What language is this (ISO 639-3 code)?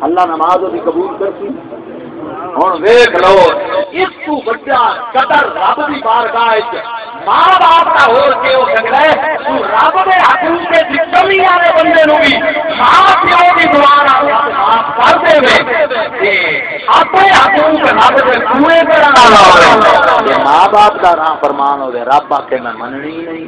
skr